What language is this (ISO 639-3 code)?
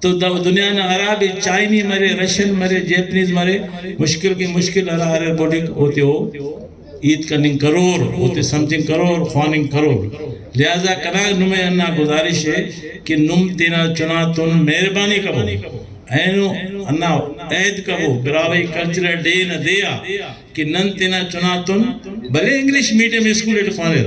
brh